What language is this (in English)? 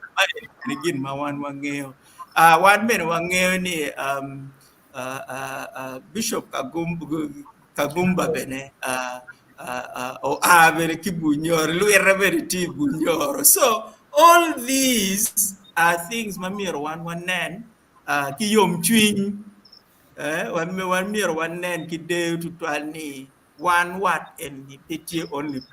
Acoli